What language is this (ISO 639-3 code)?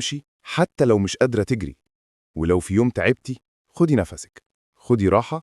arz